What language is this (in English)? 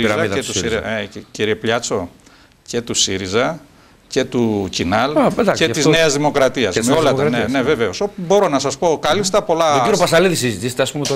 Greek